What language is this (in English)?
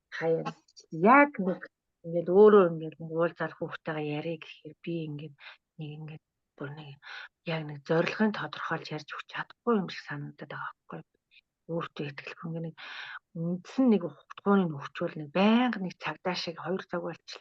Mongolian